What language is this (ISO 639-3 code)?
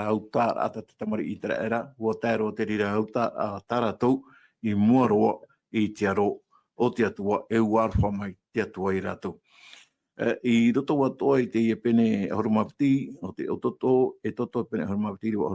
tah